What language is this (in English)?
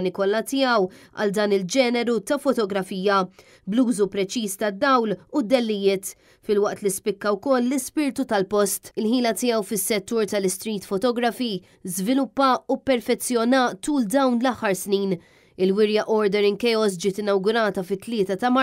Maltese